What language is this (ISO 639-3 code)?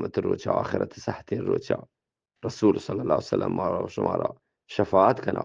bgp